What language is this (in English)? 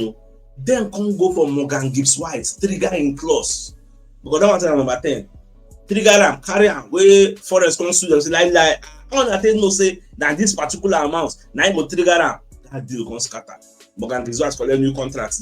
Nigerian Pidgin